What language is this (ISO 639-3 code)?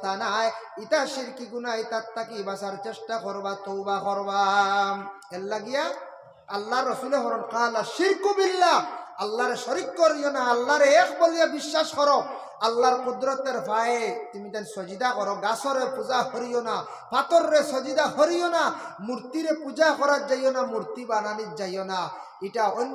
syl